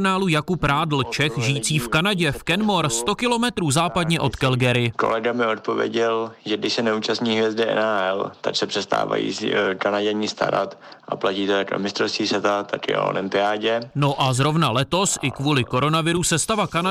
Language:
Czech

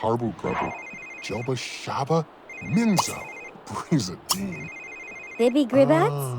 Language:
Bavarian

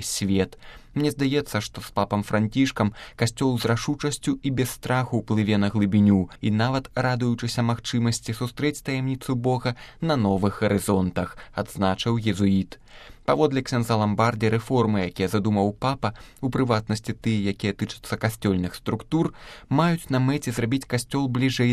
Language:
Belarusian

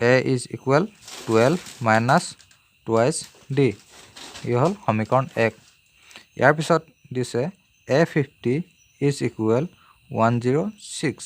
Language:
Assamese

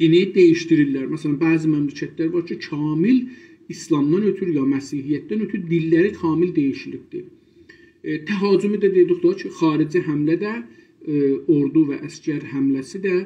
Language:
South Azerbaijani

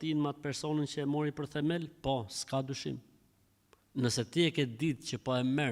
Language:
Albanian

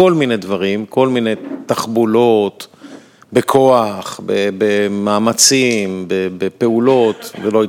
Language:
Hebrew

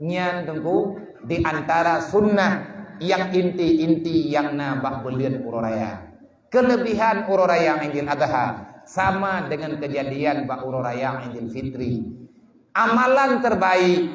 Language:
Achinese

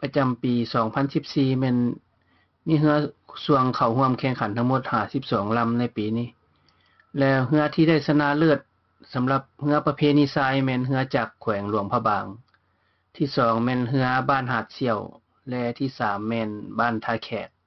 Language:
Lao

